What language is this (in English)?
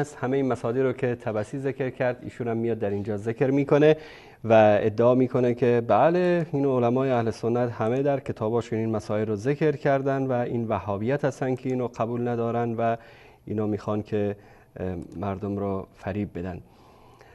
Persian